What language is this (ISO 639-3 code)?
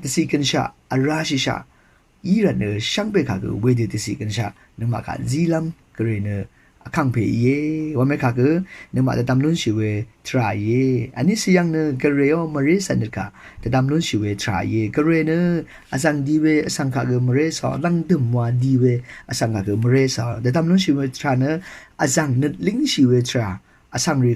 raw